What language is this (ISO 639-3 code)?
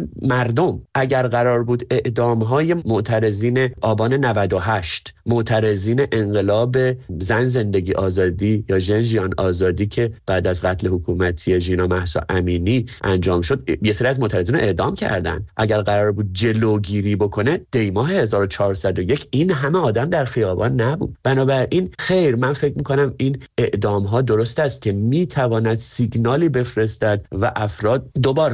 fas